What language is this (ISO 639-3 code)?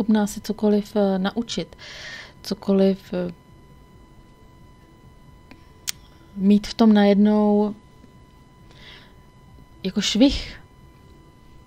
ces